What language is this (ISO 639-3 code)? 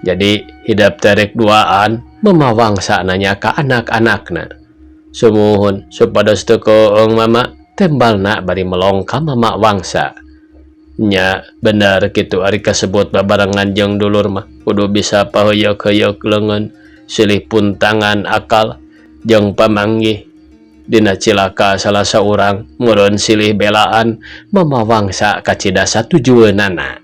sun